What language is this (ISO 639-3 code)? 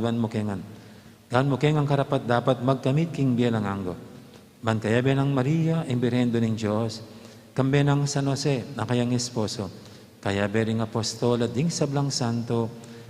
pam